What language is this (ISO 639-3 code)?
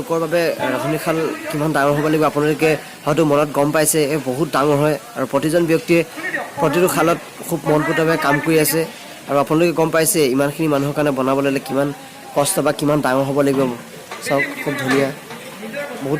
asm